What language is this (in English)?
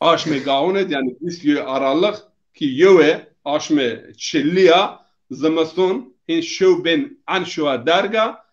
Zaza